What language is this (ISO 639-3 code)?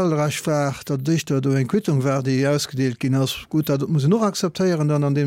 ltz